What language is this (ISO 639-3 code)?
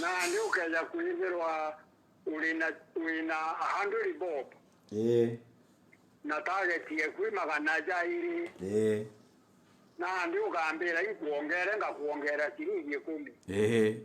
mer